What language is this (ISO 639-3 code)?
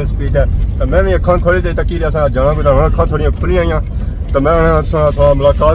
phr